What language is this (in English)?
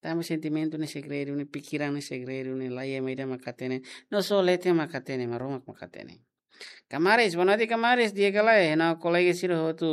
Tetum